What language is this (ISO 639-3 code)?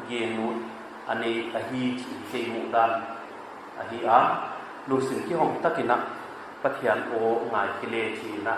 pck